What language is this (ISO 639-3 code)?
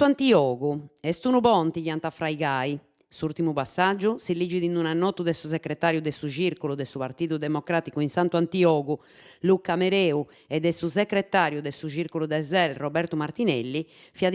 srd